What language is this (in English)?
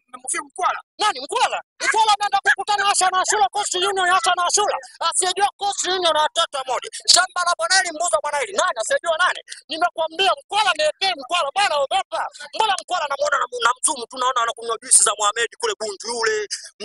Swahili